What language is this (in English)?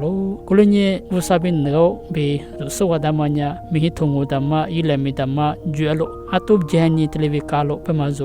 Lisu